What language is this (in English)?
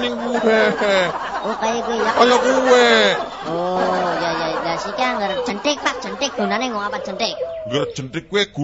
Javanese